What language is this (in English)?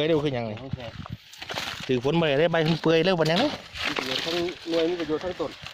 Thai